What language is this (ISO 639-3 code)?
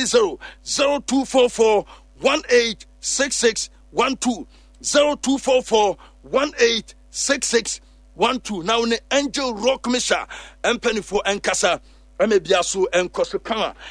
aka